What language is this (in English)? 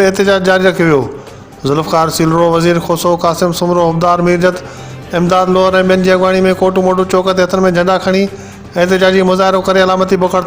Sindhi